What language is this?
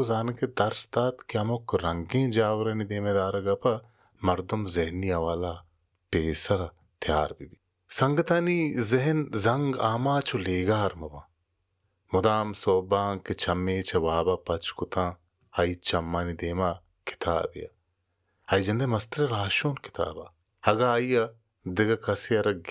Baluchi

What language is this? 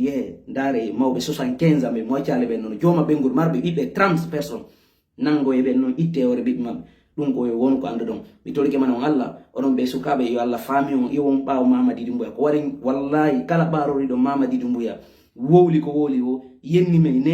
Fula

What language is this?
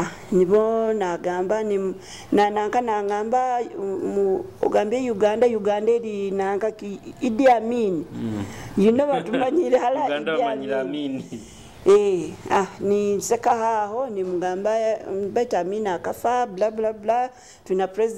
Nyoro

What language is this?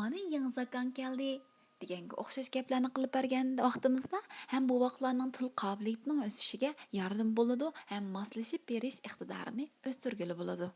Uyghur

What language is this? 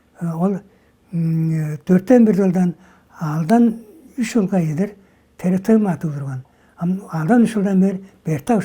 Tuvinian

